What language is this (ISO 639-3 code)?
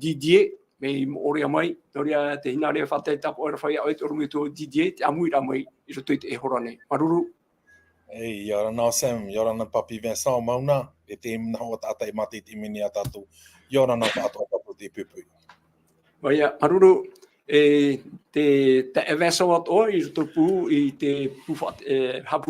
tah